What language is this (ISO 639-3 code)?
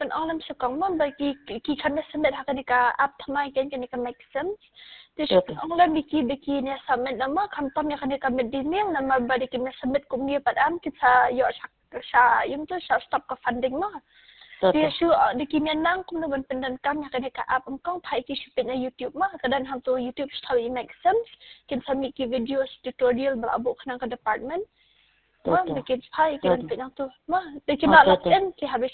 kha